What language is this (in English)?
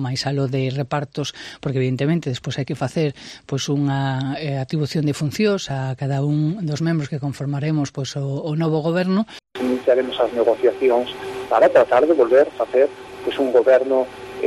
Galician